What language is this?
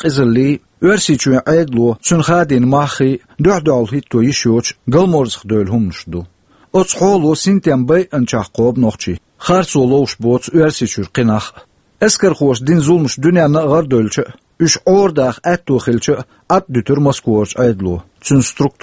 Chechen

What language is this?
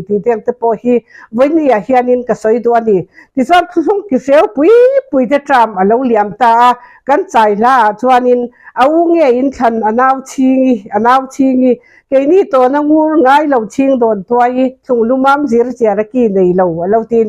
Mizo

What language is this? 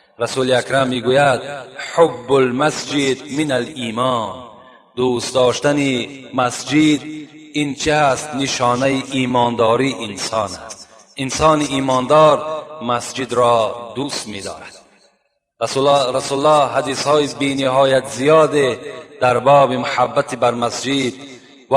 Tajik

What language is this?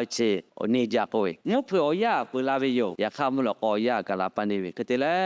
Lahu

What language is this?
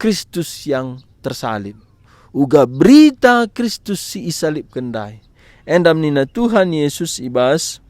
Batak Karo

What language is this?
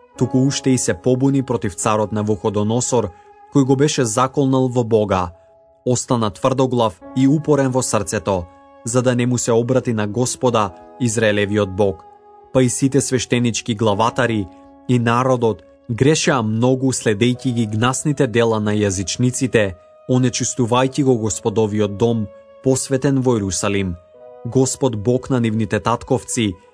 Macedonian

